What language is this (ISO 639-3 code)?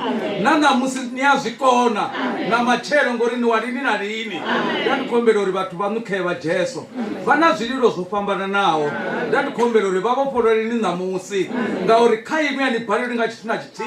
ven